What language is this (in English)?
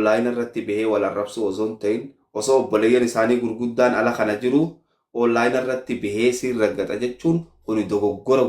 Oromo